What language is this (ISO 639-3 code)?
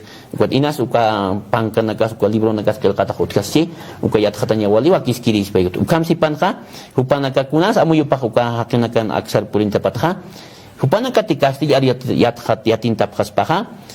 aym